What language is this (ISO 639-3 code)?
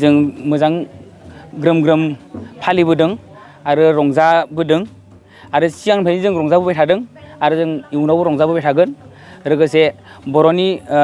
brx